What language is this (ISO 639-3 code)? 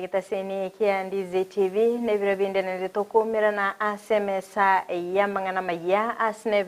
guz